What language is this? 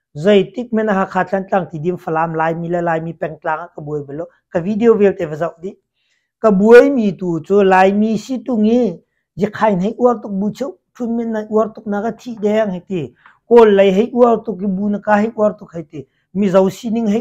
Hakha Chin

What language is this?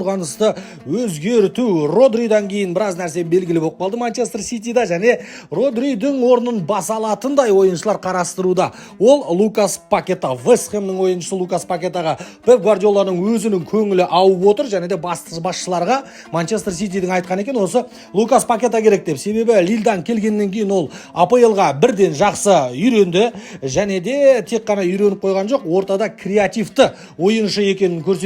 Kazakh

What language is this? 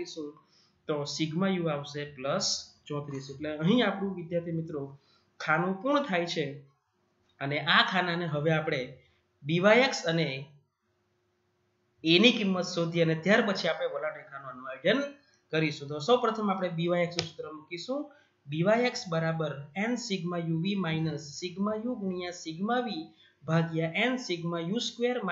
Gujarati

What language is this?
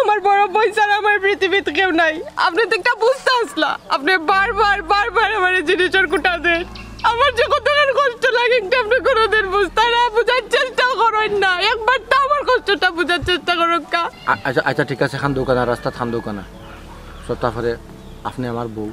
Sylheti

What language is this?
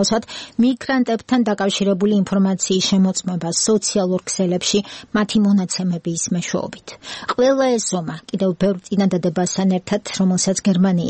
Georgian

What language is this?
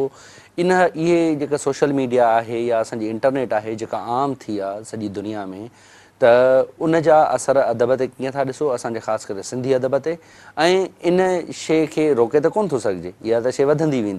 Sindhi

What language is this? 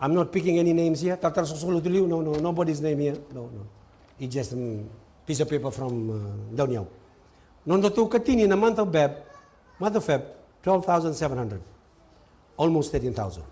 Fijian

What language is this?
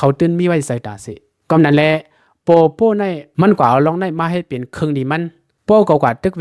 Shan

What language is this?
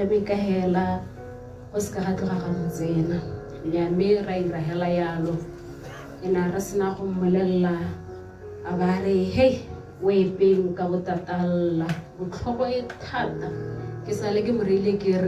Tswana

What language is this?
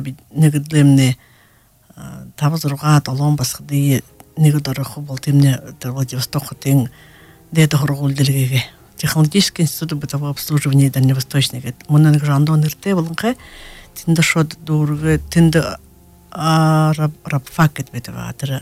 Buriat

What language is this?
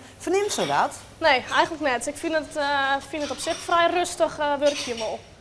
Western Frisian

